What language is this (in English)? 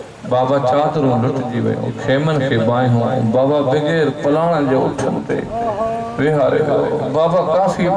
Sindhi